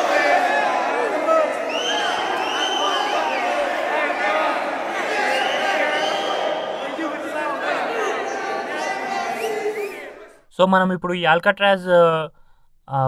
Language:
Telugu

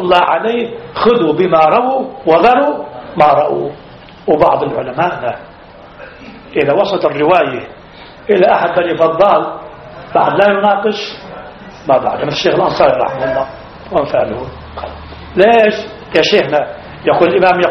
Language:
Arabic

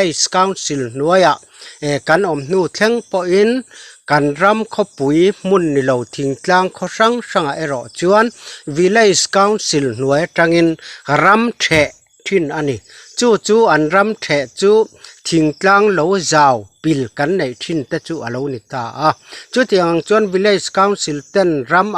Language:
Mizo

